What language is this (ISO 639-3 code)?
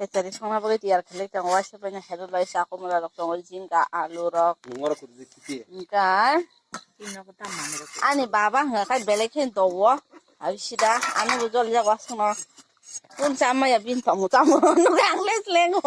trp